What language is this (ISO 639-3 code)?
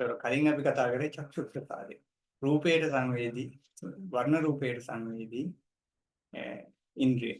sin